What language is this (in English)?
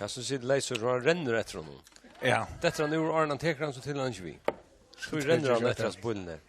Faroese